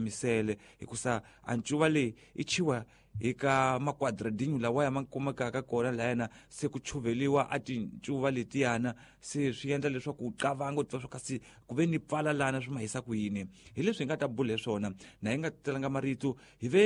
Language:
Tsonga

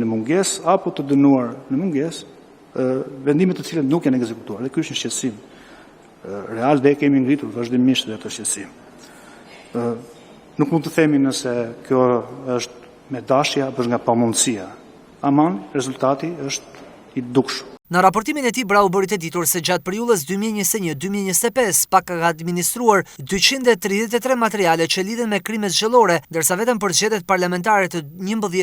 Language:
Albanian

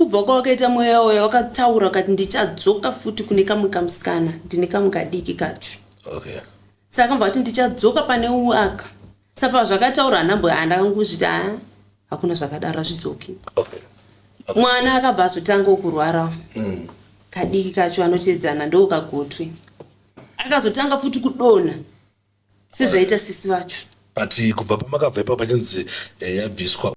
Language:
Shona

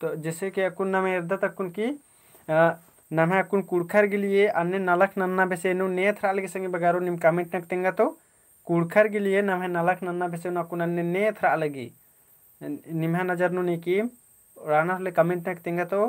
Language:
Kurukh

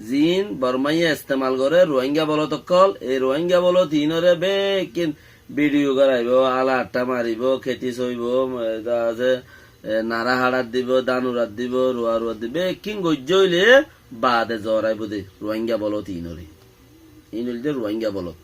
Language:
Rohingya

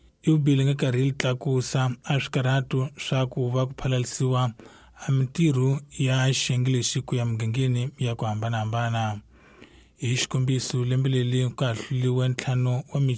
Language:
Tsonga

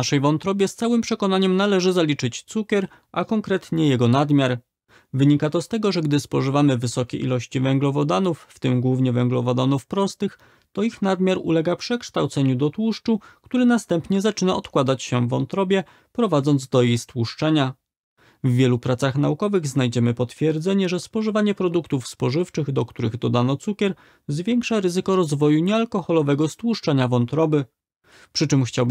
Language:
Polish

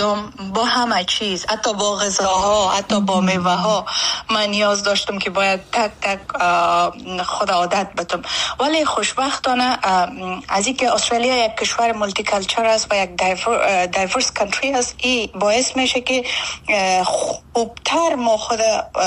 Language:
Persian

